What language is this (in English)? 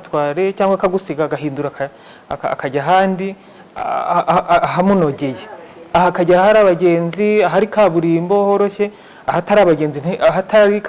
Kinyarwanda